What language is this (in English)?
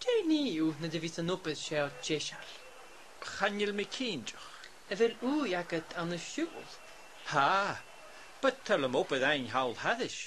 Scottish Gaelic